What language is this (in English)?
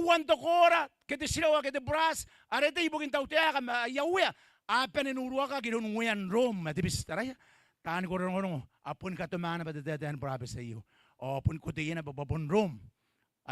Gilbertese